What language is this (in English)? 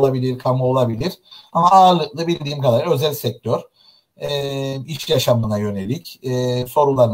Turkish